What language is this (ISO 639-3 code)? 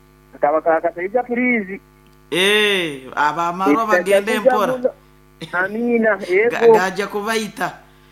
nyo